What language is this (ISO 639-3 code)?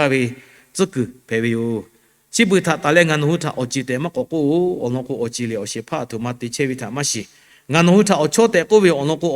lhu